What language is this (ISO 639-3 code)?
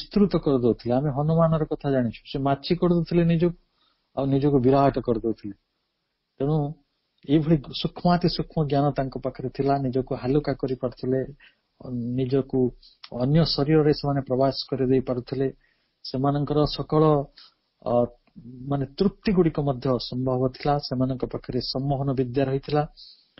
ori